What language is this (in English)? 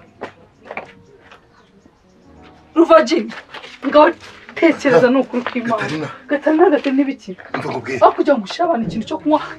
Kinyarwanda